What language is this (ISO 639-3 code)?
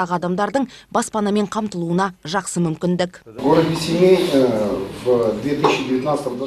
kaz